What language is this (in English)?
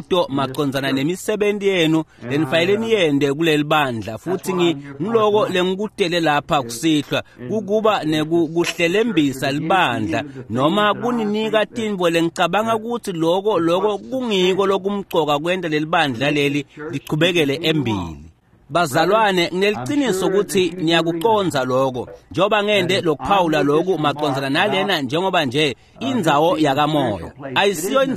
Swati